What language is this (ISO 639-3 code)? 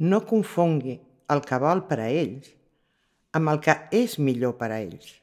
cat